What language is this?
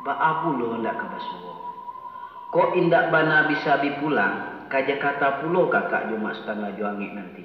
Minangkabau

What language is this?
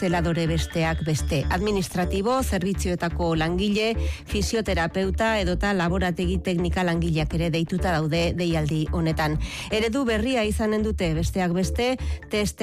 Basque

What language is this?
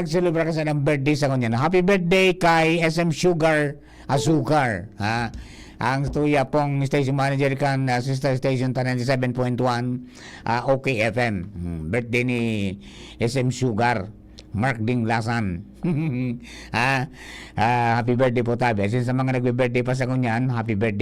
Bikol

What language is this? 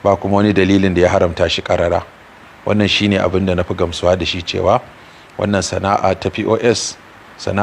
Hausa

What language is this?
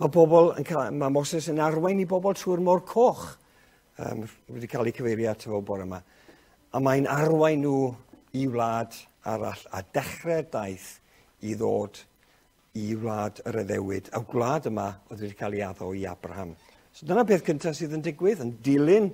Welsh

